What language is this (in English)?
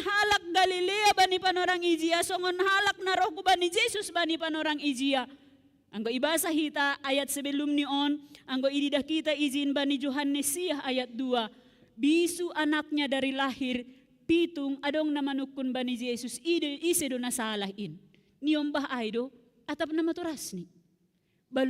Batak Simalungun